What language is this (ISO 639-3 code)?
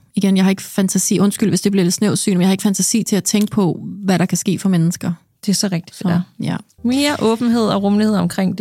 dan